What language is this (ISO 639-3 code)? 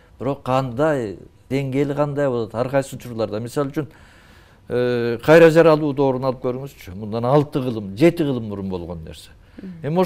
kir